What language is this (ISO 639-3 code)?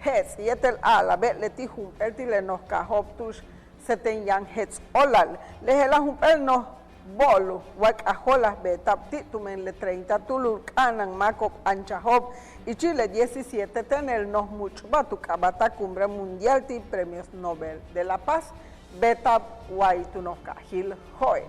yua